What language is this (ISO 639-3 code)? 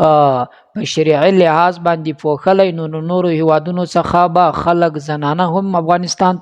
pus